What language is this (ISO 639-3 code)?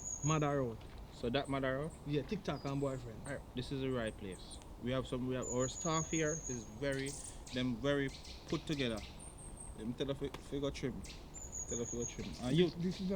jam